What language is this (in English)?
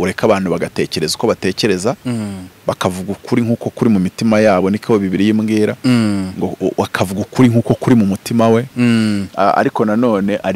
Kinyarwanda